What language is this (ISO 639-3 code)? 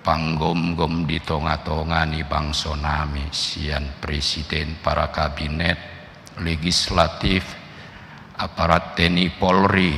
bbc